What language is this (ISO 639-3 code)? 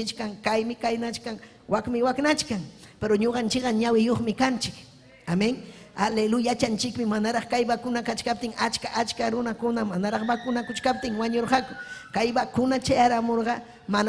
quy